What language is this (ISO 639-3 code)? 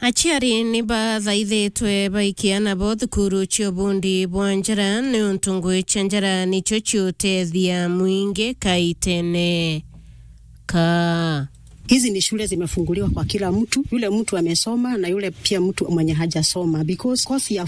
mer